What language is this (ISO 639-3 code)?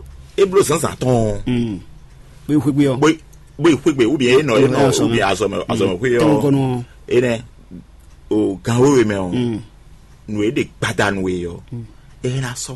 fon